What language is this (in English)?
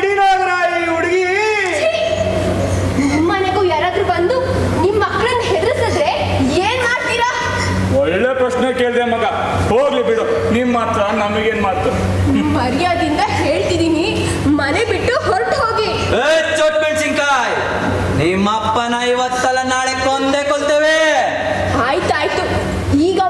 Kannada